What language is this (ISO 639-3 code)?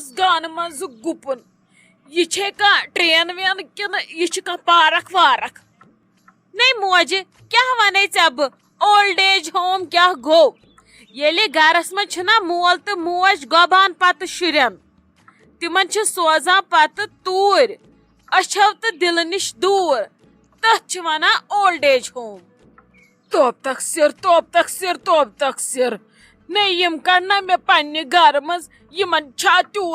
kas